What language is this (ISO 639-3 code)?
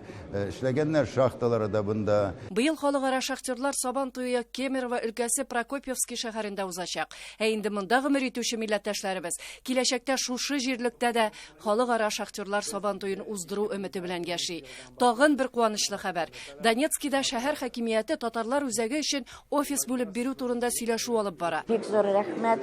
tat